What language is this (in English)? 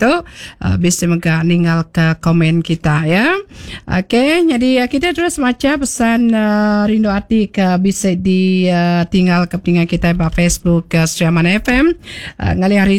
Iban